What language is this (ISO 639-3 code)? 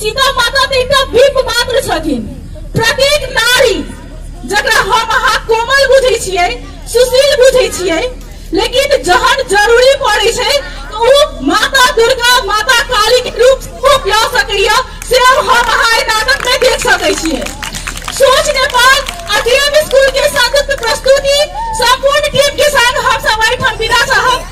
mai